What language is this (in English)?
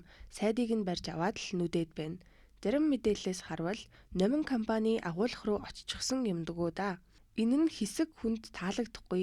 Mongolian